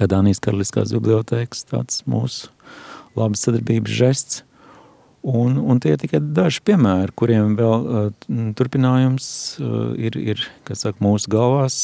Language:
Latvian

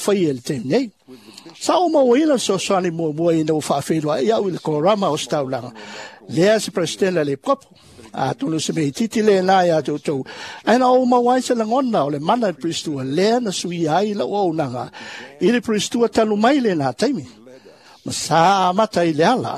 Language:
Samoan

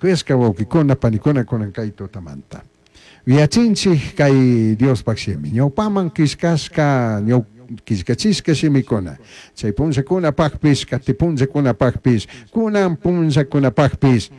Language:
Chimborazo Highland Quichua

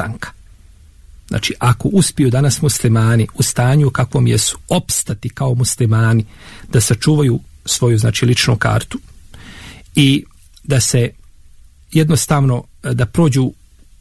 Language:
Bosnian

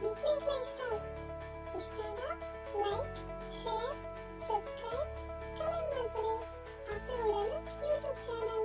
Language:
Tulu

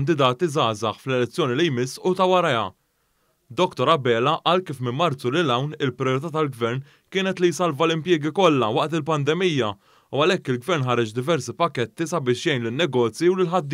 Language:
Maltese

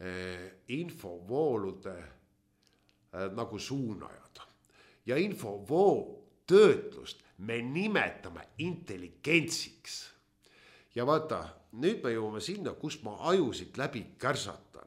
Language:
Estonian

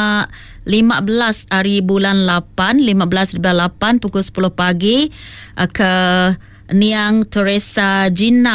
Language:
Iban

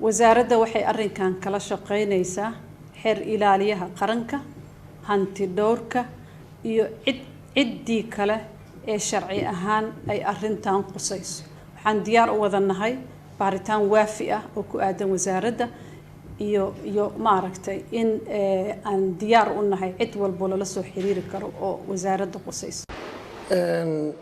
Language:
Somali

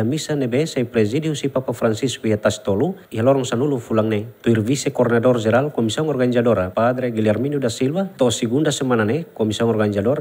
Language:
Tetum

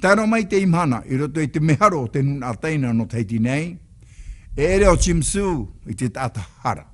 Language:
Tahitian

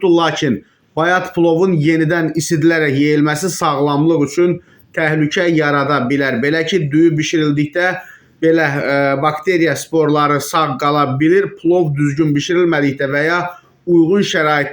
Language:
Azerbaijani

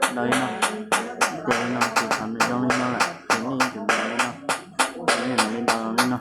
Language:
Hmong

